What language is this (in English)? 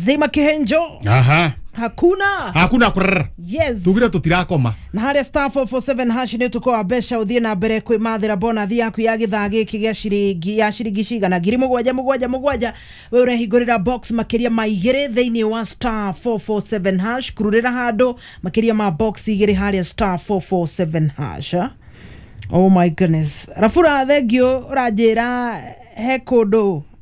Kikuyu